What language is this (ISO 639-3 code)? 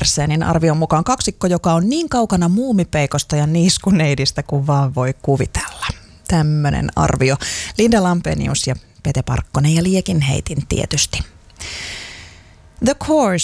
fin